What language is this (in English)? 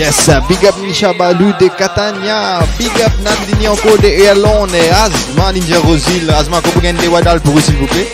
Morisyen